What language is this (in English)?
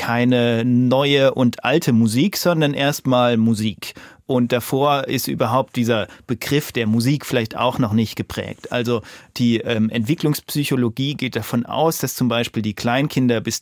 German